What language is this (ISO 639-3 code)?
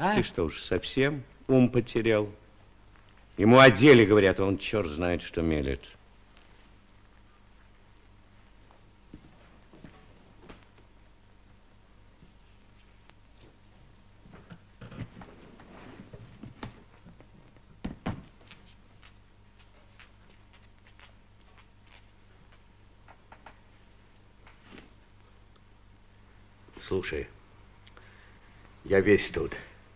rus